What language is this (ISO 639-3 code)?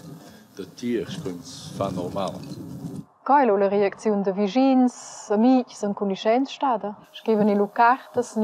roh